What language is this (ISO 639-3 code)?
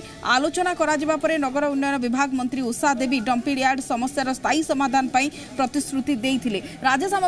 ori